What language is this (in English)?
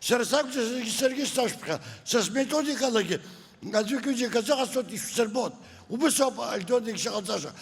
Abkhazian